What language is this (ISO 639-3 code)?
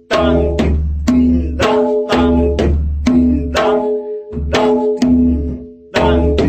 sat